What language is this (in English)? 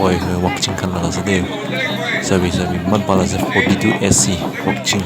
Naga Pidgin